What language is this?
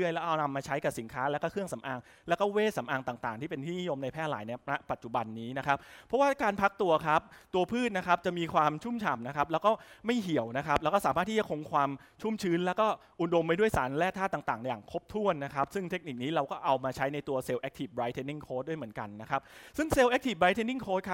Thai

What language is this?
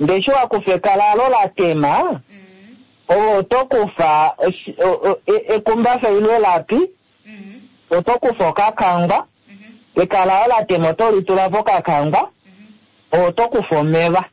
Kuanyama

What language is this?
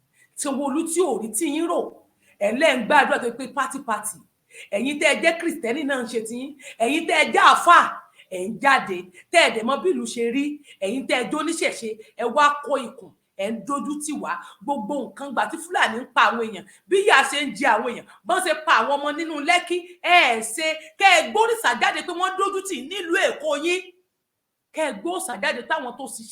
Yoruba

